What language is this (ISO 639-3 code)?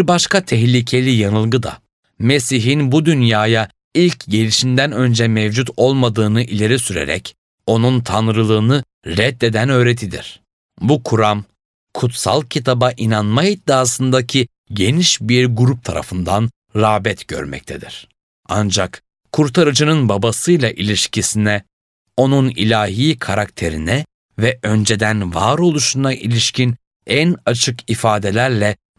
tur